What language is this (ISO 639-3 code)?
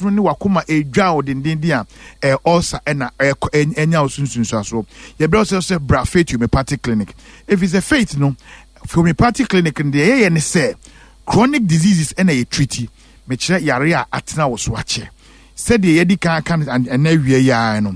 aka